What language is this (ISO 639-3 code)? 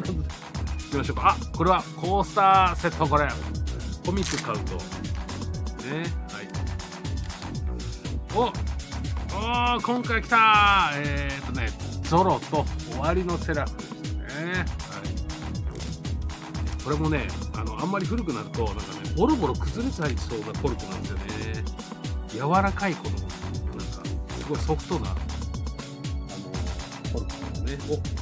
jpn